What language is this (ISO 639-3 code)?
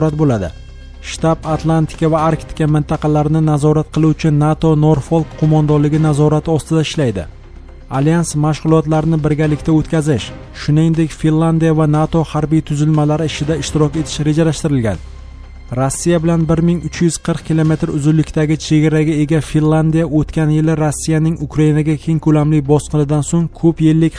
uzb